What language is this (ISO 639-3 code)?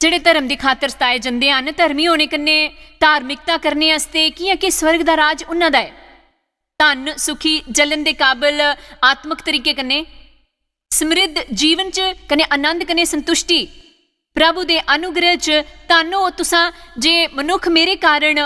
doi